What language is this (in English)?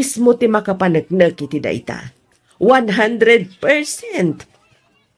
Iloko